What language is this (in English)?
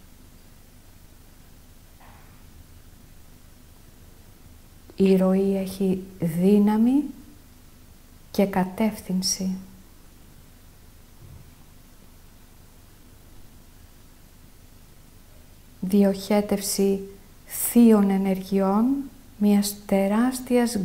Greek